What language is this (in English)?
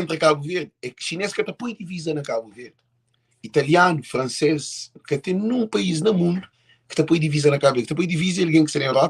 Kabuverdianu